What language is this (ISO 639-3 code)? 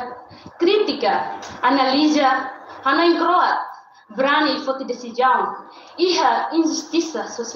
tet